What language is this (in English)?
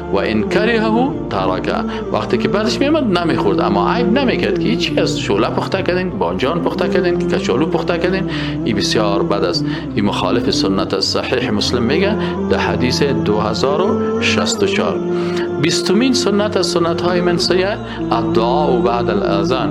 Persian